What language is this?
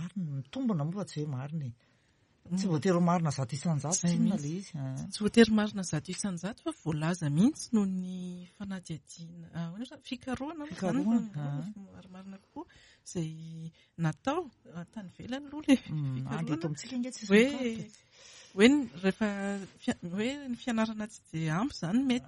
Malagasy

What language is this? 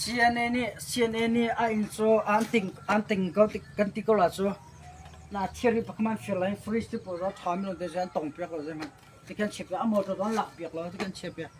Hakha Chin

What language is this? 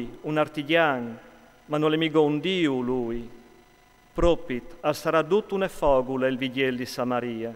Friulian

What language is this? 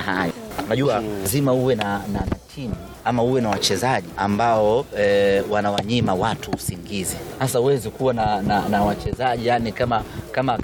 Swahili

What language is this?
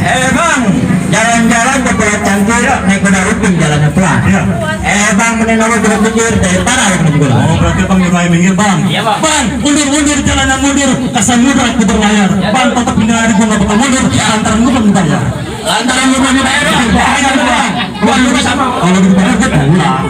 Betawi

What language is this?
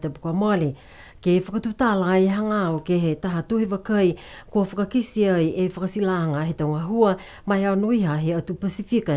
Niuean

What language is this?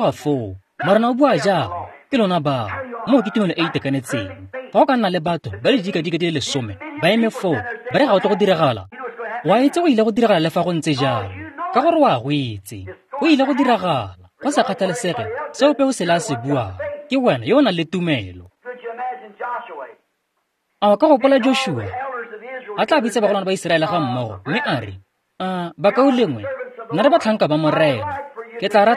Tswana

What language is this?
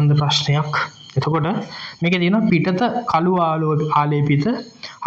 Sinhala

